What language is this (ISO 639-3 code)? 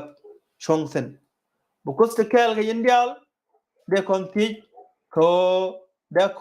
nus